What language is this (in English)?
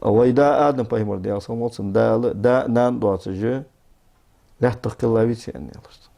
Ingush